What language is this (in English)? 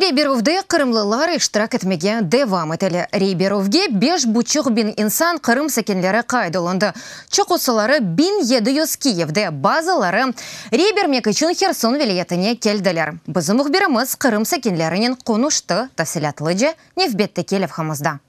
Crimean Tatar